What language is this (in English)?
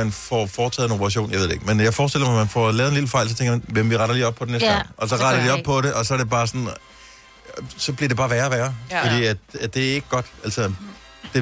Danish